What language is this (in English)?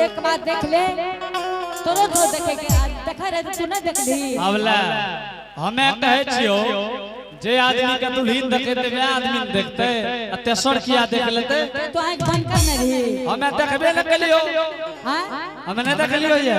Angika